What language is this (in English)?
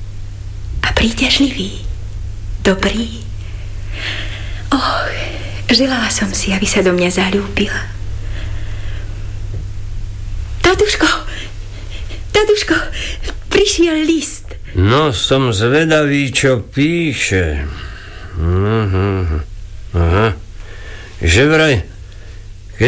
Slovak